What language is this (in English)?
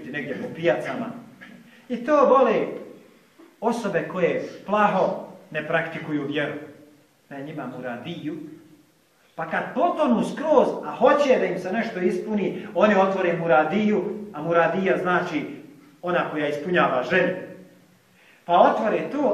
Bosnian